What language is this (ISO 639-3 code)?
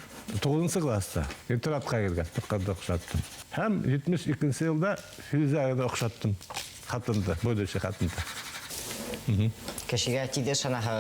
bak